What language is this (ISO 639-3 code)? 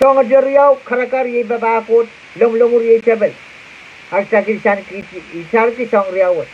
pon